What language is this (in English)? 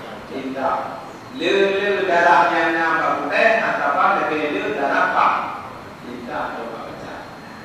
Achinese